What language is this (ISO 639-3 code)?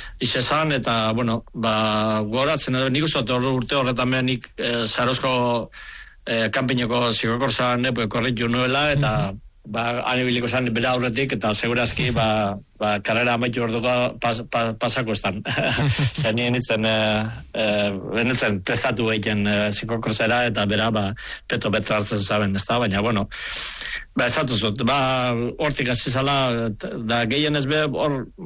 eus